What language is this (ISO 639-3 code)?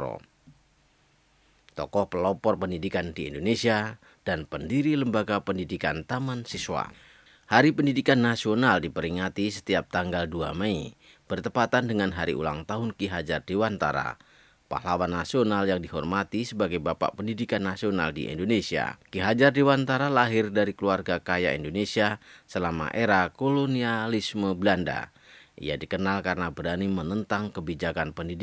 ind